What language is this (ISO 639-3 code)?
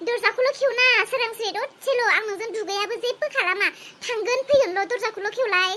brx